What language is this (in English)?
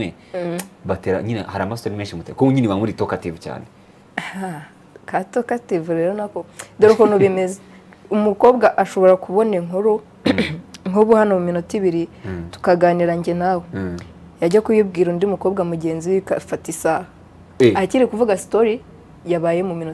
Kinyarwanda